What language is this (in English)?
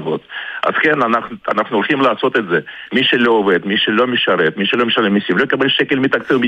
Hebrew